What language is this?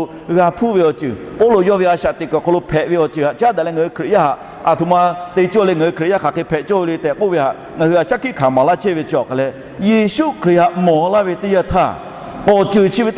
Lahu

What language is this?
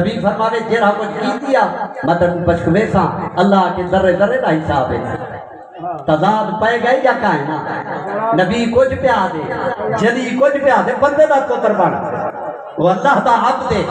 Saraiki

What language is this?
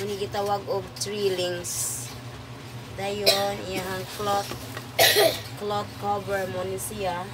Cebuano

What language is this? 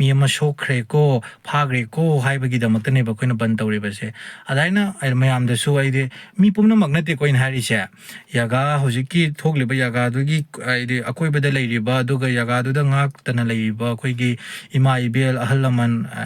Manipuri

